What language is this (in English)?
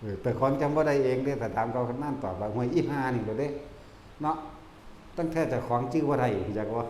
Northeastern Thai